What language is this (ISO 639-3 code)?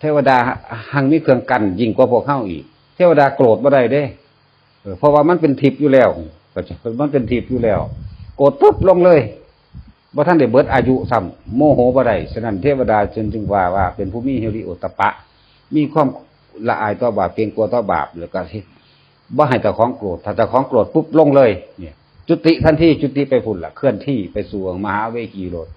tts